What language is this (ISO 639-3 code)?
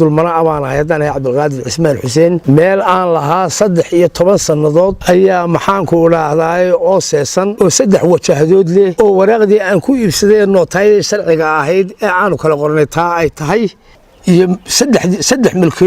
som